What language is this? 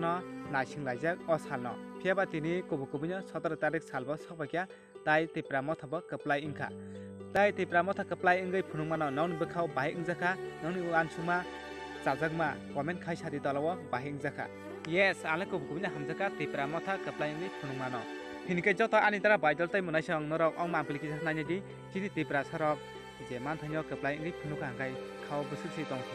Kok Borok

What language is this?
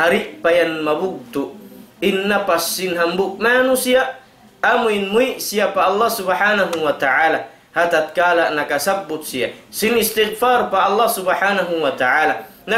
Tausug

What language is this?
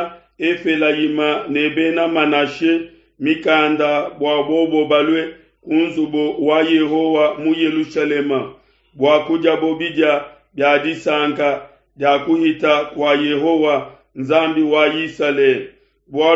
Luba-Lulua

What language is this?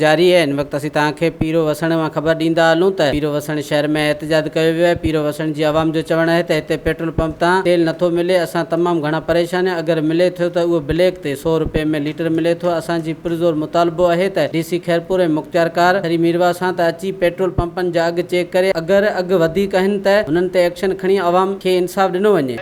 Sindhi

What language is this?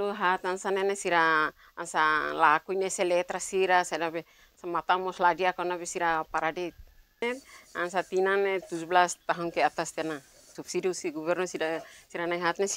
Tetum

